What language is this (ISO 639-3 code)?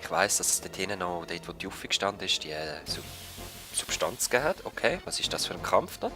gsw